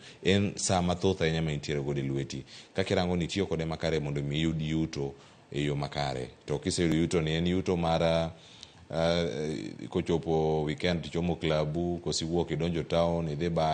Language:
Luo (Kenya and Tanzania)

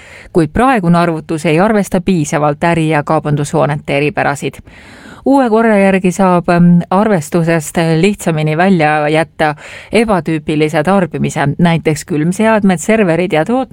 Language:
Estonian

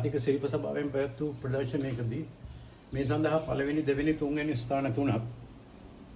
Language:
Sinhala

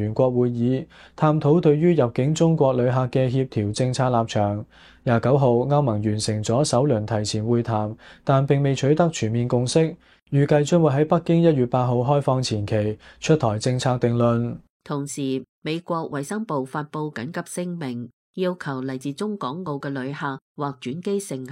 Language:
Cantonese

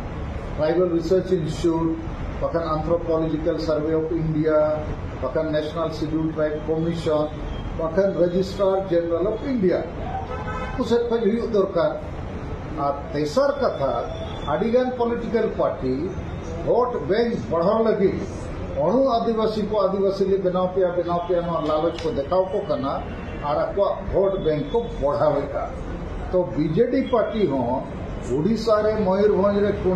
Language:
Santali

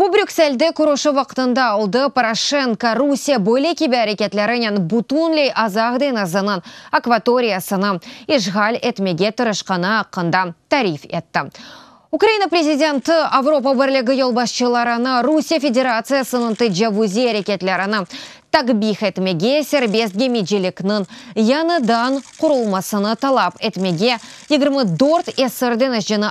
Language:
Crimean Tatar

